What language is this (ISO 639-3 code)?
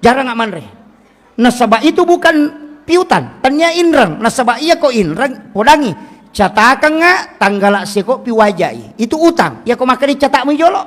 bug